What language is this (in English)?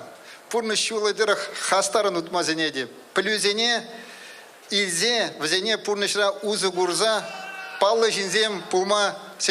Chuvash